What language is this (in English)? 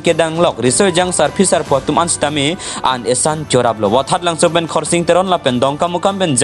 Karbi